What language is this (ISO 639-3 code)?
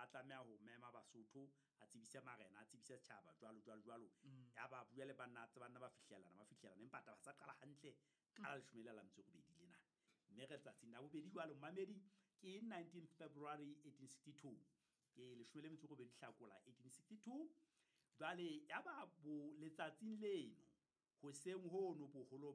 sot